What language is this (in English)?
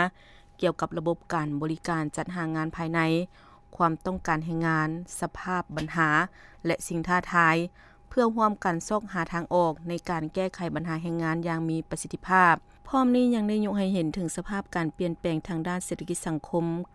Lao